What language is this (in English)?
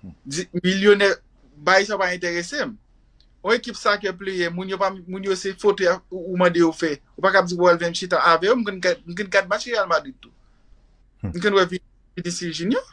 Haitian Creole